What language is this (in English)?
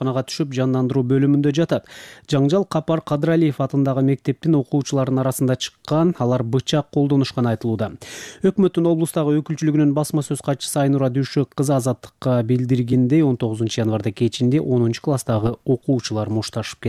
Kyrgyz